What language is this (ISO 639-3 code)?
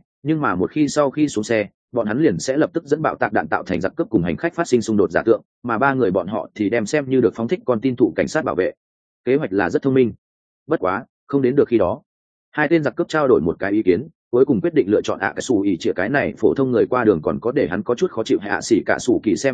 vie